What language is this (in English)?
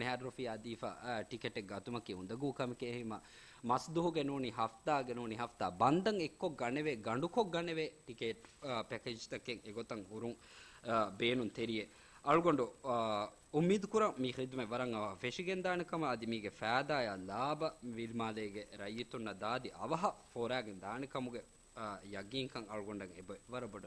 Divehi